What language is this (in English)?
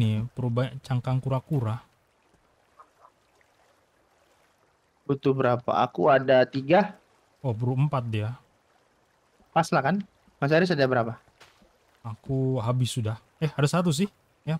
Indonesian